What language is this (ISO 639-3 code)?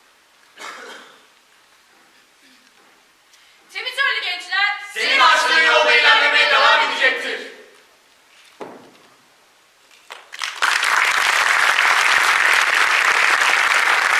tur